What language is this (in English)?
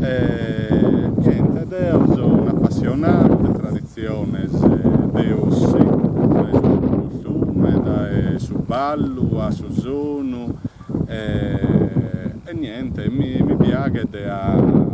Sardinian